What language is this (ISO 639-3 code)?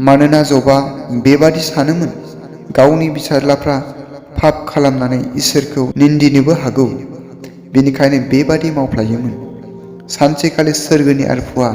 brx